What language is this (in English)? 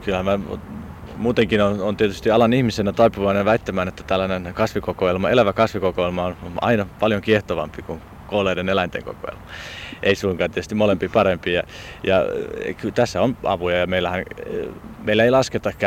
Finnish